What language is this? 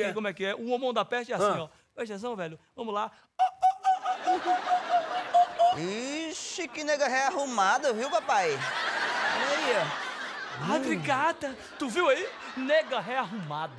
Portuguese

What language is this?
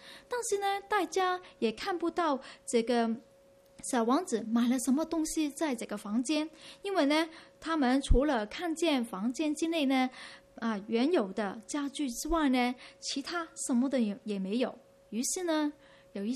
Chinese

